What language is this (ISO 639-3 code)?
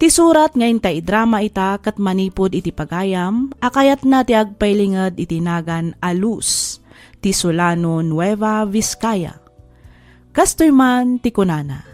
ilo